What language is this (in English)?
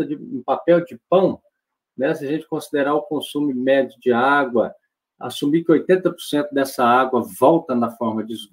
Portuguese